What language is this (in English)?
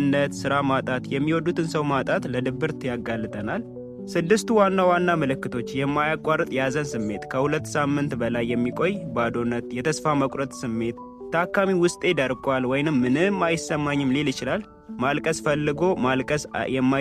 Amharic